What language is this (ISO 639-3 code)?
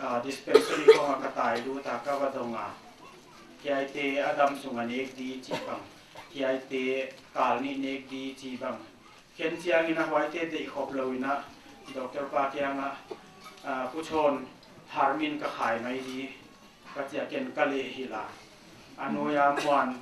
pck